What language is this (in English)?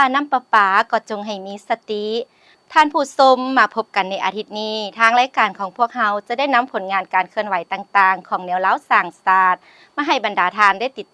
Lao